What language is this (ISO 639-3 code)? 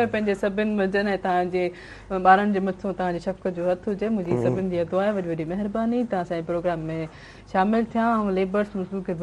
snd